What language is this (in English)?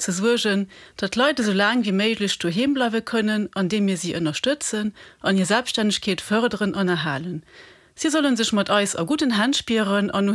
Luxembourgish